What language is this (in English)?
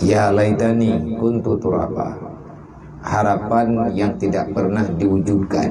Achinese